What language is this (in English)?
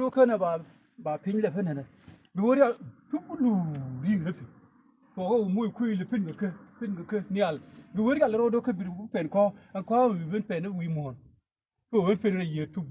Nuer